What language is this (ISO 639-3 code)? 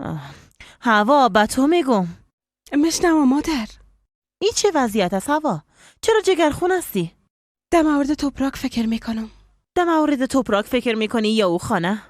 fas